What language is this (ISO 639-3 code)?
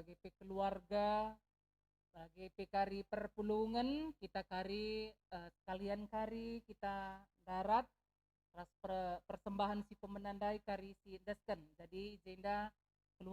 btx